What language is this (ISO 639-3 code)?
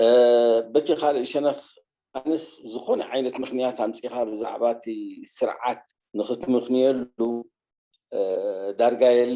tir